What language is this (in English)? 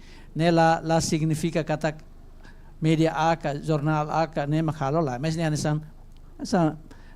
Tetum